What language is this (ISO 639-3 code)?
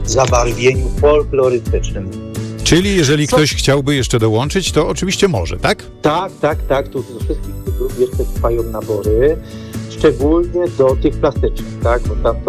pol